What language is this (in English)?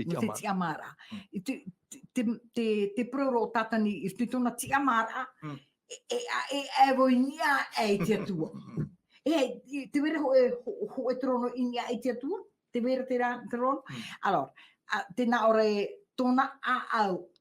Tahitian